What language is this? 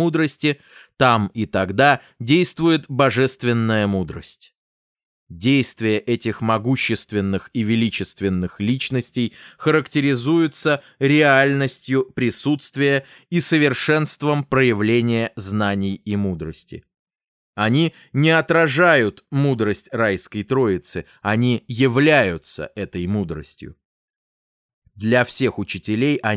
Russian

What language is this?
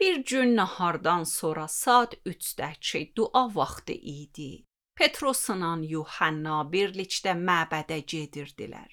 Azerbaijani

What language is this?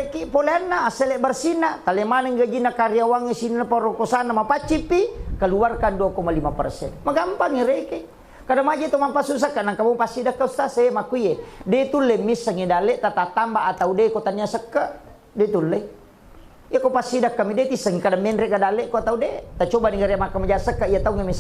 Buginese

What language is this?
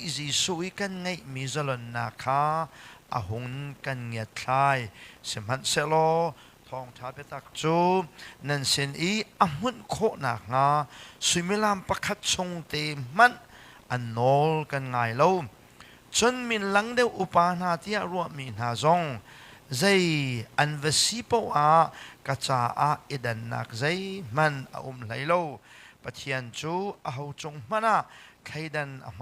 Hakha Chin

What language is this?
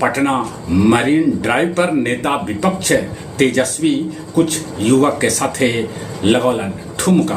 Magahi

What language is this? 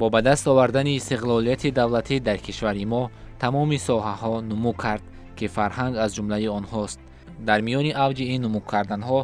Tajik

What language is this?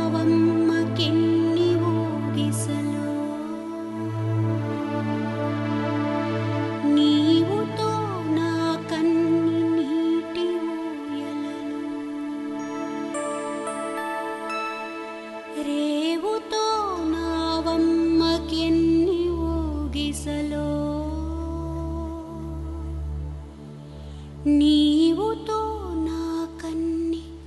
Telugu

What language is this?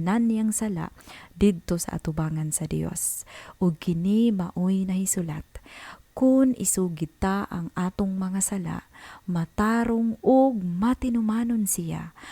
Cebuano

